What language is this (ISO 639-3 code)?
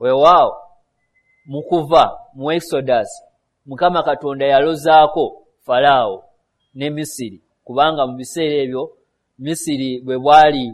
lug